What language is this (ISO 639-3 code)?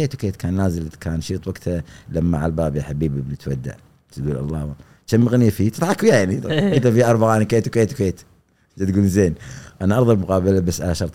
afb